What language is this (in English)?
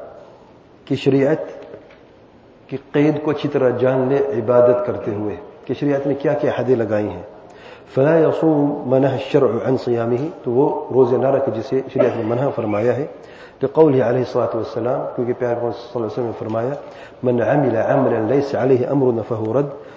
Urdu